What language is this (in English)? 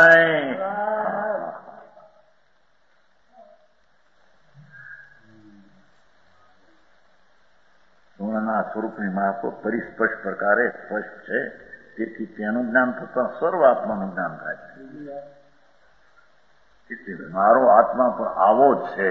Gujarati